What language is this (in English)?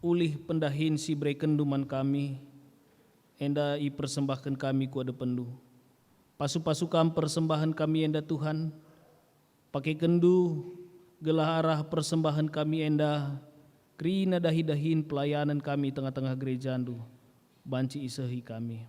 Batak Karo